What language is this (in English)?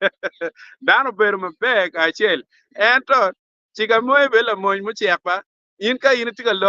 Acoli